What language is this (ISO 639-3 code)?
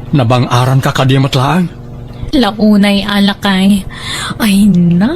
ilo